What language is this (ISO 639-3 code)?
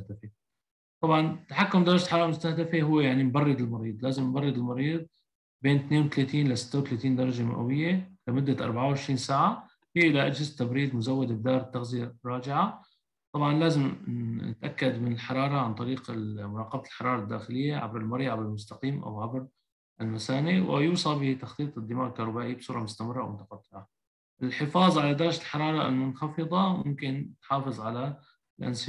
ara